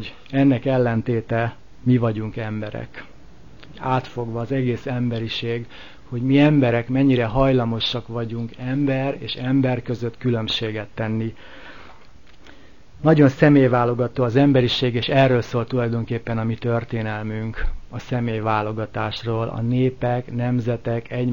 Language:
Hungarian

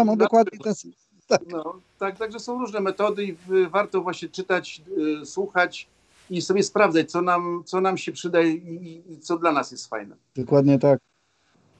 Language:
Polish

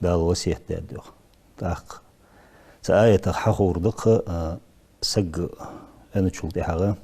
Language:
Ingush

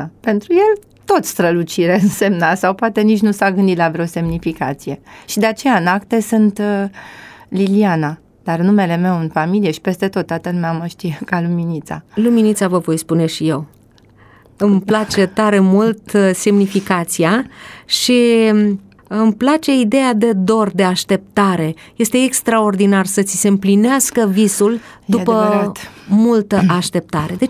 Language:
Romanian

